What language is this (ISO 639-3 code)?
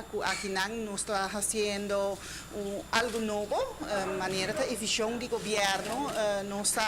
pap